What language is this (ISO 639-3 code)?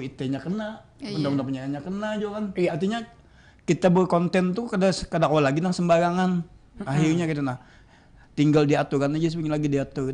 bjn